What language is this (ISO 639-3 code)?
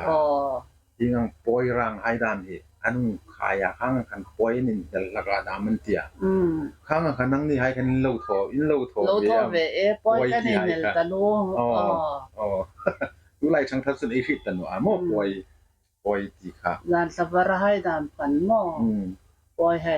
hmr